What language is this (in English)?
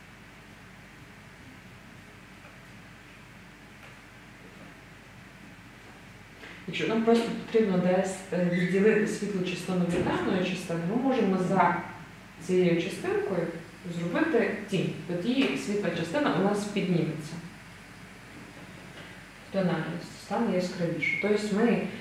Ukrainian